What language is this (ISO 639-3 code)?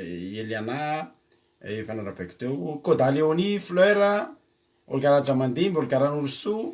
mlg